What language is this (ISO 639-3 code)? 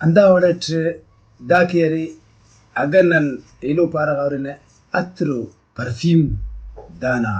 brh